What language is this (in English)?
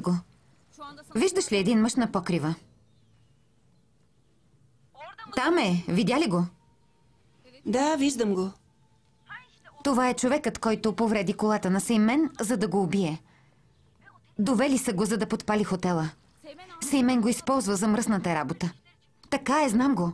Bulgarian